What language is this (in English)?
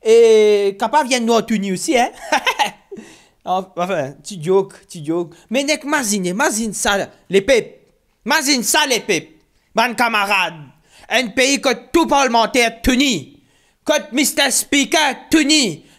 Morisyen